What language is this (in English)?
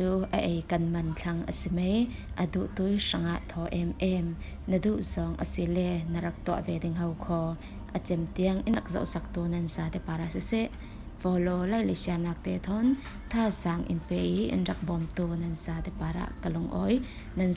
Falam Chin